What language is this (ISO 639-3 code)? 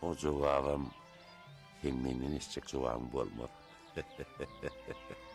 tuk